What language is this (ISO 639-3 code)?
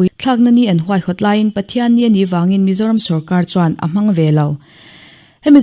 lus